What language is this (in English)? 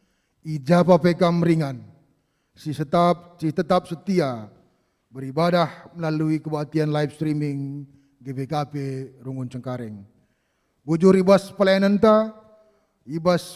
Batak Karo